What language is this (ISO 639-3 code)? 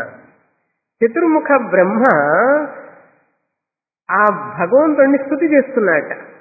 tel